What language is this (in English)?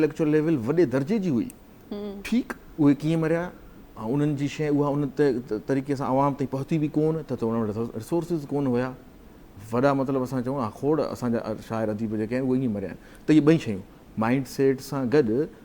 Sindhi